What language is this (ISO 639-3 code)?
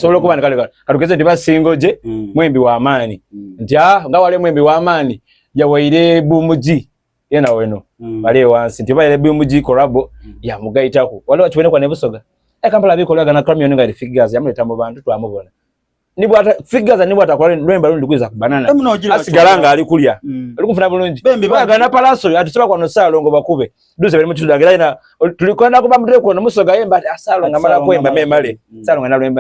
xog